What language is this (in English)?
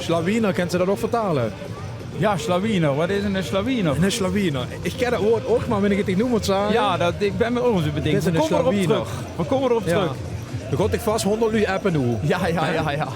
Limburgish